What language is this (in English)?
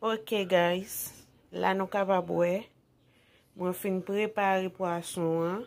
Haitian Creole